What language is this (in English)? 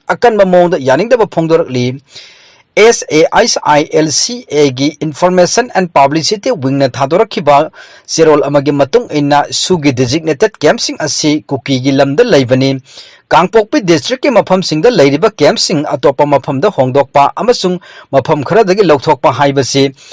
Manipuri